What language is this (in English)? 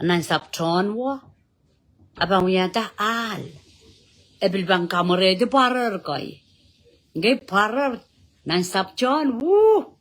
Pohnpeian